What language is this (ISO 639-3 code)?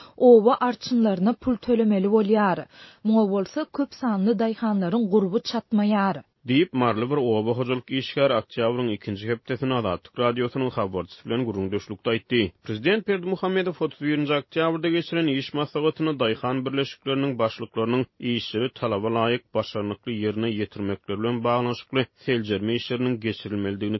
tuk